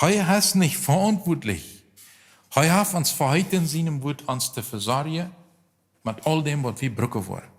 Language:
Plautdietsch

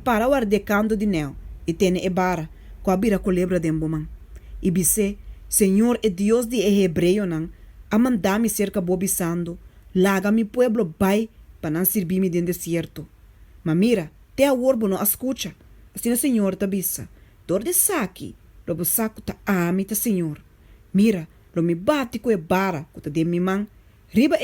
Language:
Papiamento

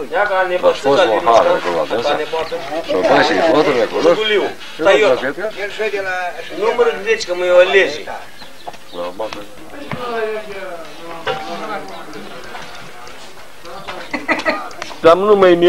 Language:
Romanian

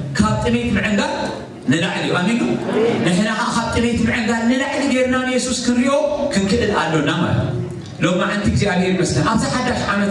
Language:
Tigrinya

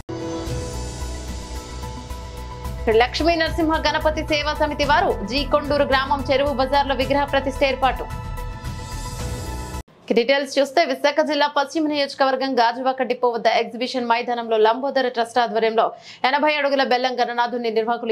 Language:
Telugu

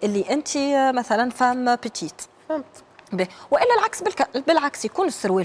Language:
Tunisian Arabic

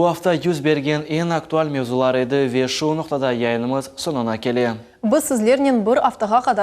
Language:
Crimean Tatar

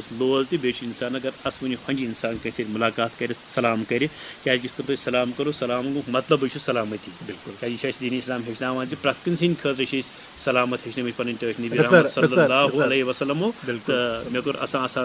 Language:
Kashmiri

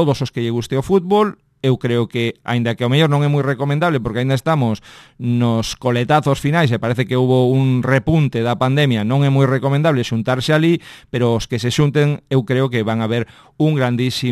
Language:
Galician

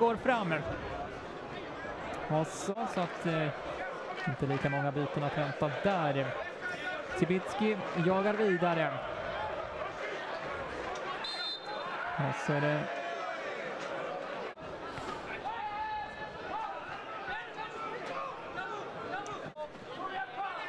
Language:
Swedish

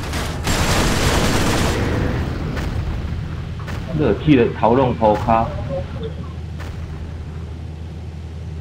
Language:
Chinese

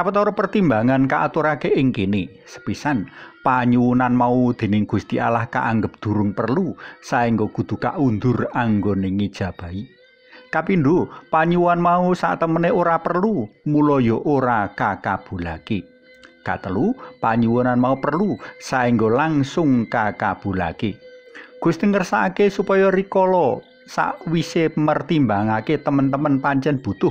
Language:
Javanese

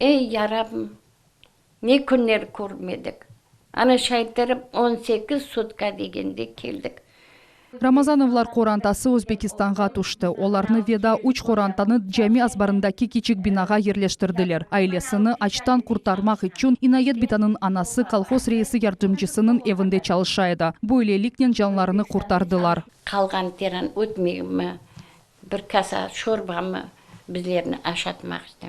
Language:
Crimean Tatar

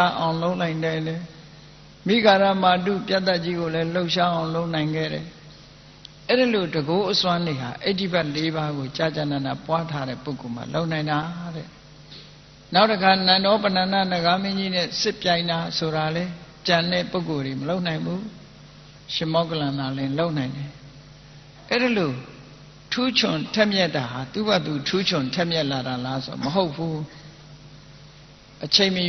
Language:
Burmese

